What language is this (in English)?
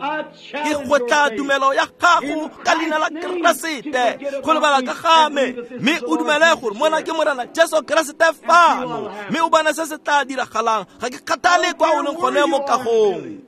Tswana